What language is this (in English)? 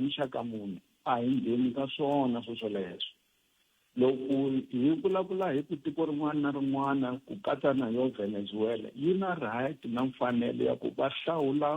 Tsonga